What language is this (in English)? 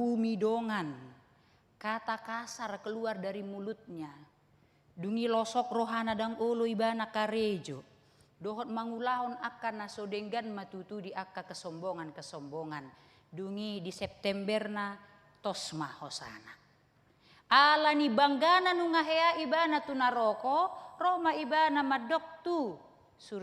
Batak Toba